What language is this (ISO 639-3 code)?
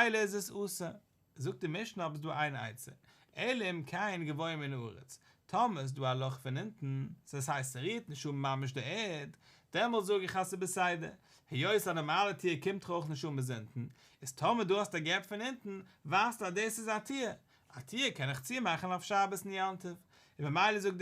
yid